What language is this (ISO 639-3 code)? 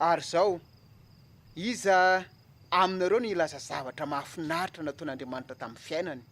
mlg